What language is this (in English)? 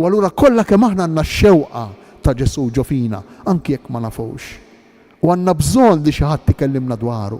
Maltese